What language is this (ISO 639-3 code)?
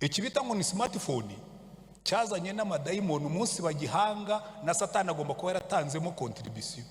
kin